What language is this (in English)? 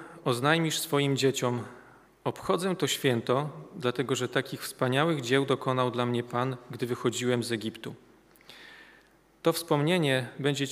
Polish